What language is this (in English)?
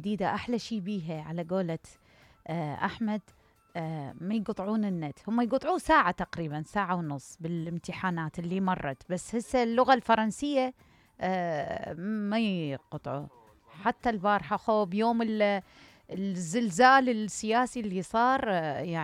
Mesopotamian Arabic